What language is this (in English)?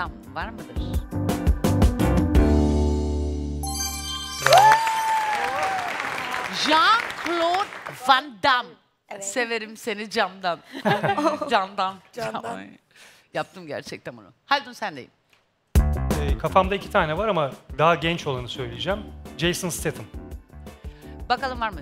Turkish